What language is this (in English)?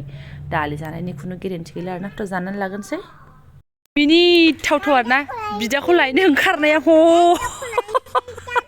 Bodo